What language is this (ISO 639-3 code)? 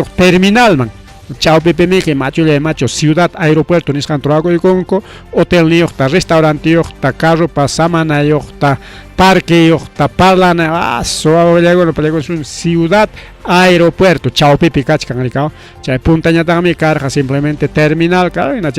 quy